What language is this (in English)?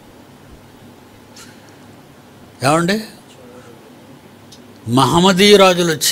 Telugu